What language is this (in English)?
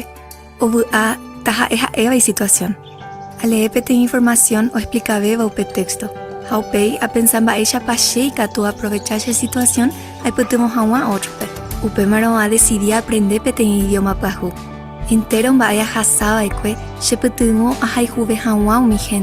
Guarani